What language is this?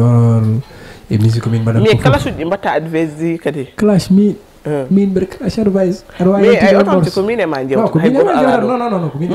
Fula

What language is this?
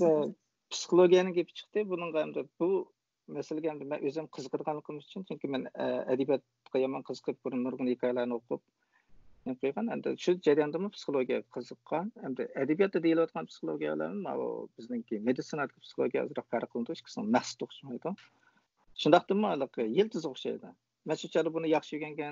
Uyghur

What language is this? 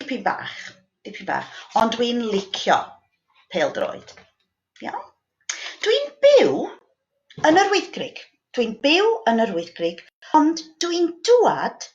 Welsh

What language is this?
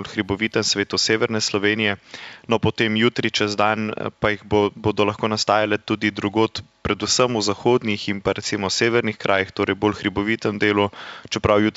Slovenian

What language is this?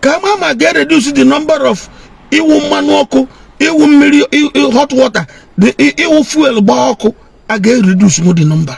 Igbo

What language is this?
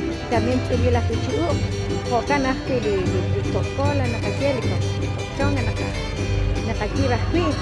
Kekchí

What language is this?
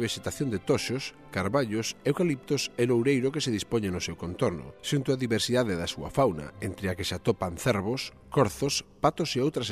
Galician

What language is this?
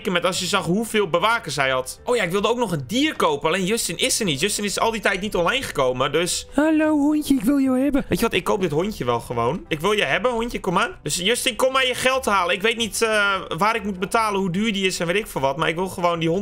Dutch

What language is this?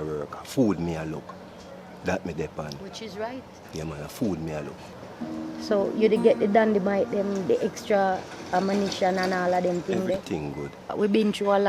Jamaican Creole English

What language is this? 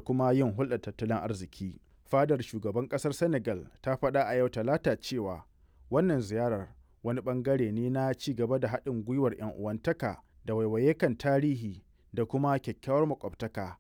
Hausa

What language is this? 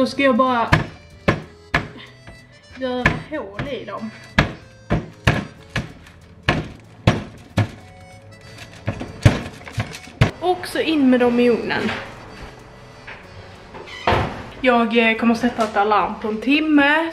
Swedish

